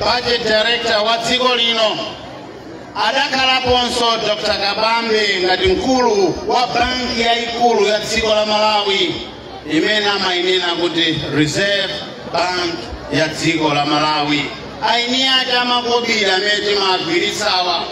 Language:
Nyanja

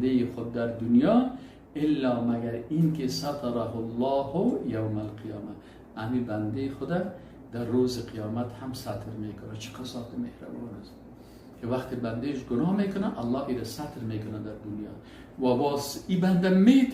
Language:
Persian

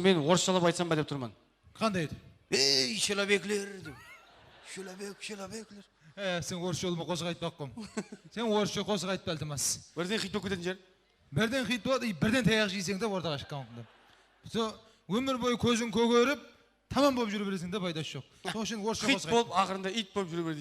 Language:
Kara-Kalpak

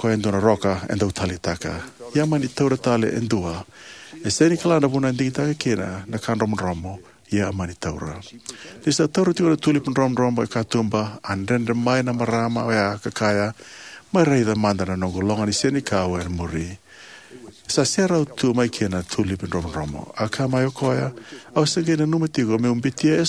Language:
Fijian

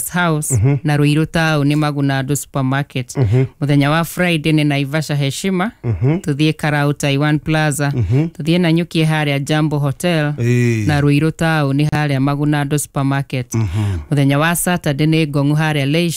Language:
Kikuyu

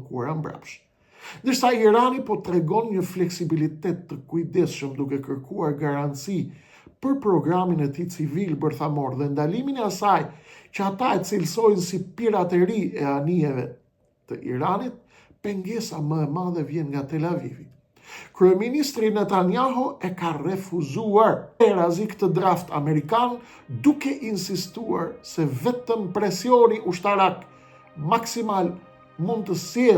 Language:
Albanian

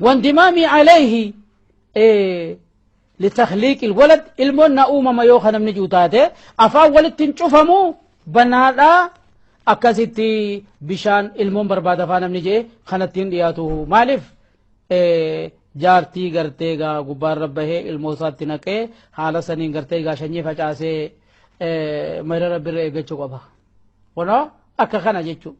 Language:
Oromo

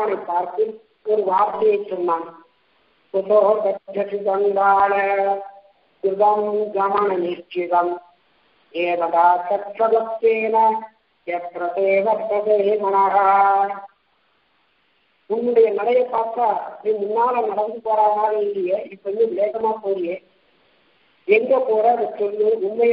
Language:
Tamil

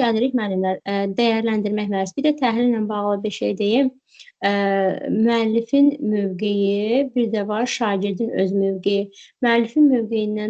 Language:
Azerbaijani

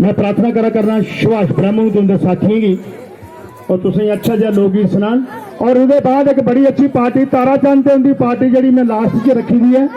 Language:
Dogri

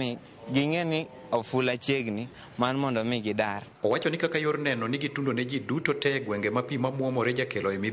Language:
Luo (Kenya and Tanzania)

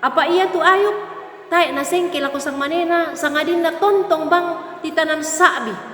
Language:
Toraja-Sa'dan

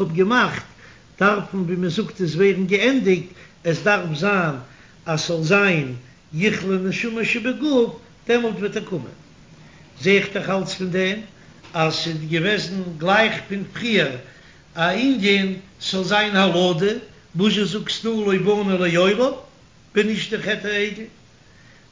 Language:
Yiddish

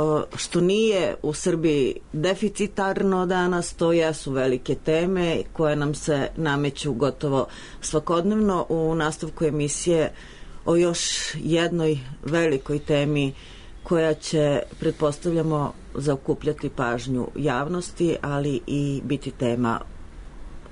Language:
Serbian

